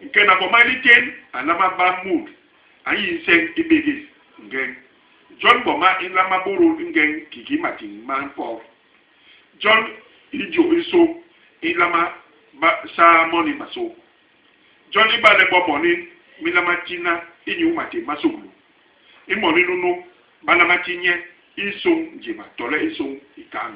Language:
Basaa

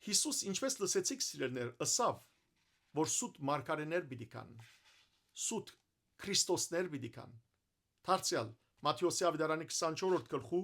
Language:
Western Armenian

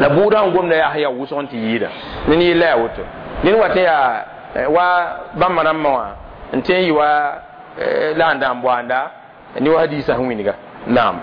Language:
Mossi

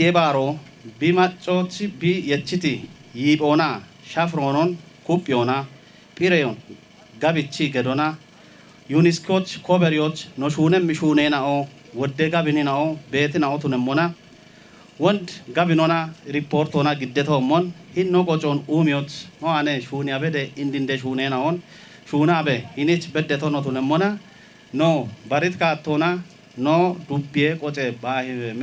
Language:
Kafa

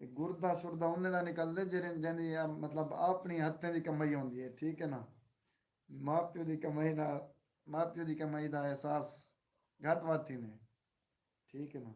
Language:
Saraiki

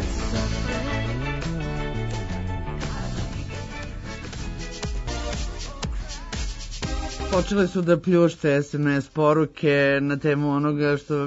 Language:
Serbian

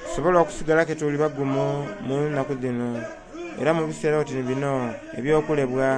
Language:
Soga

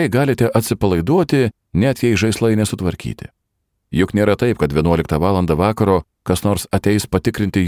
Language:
Lithuanian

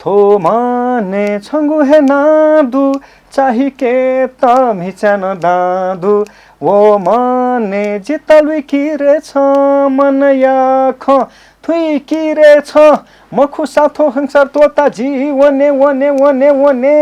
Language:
Newari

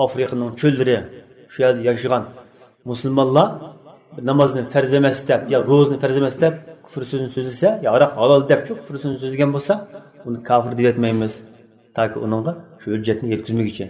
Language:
Uyghur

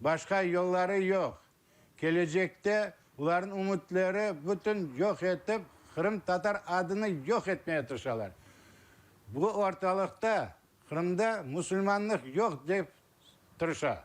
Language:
Crimean Tatar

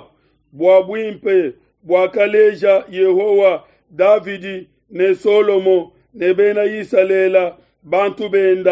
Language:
Luba-Lulua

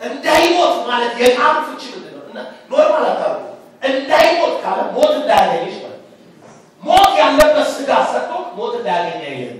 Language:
Amharic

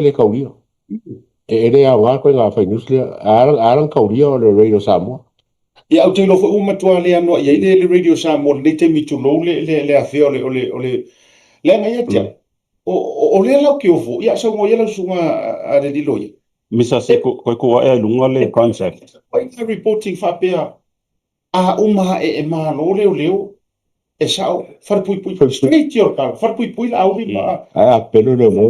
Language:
Samoan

